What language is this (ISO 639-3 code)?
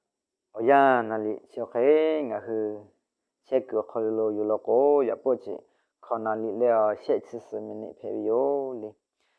lhu